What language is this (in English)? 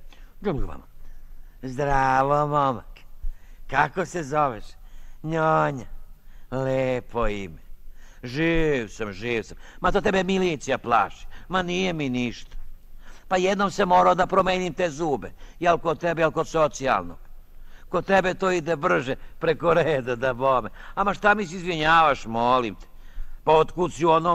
Serbian